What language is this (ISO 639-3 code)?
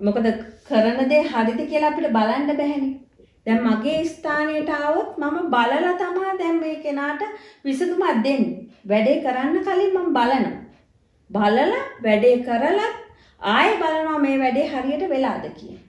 sin